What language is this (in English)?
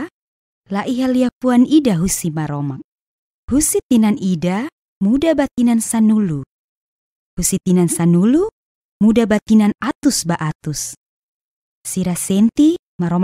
Tetum